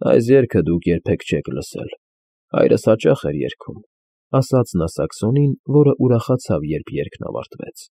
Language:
Armenian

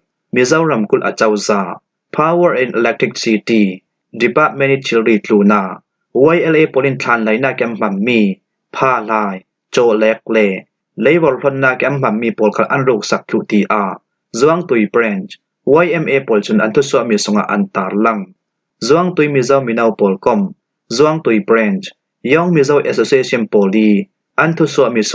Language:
Falam Chin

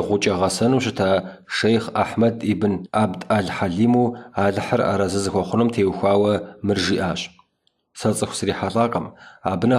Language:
Kabardian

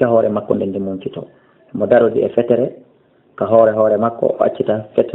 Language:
Fula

